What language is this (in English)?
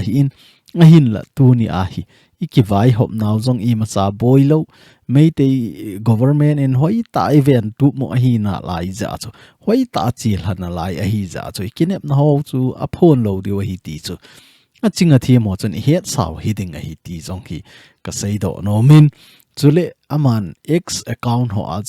Thado Chin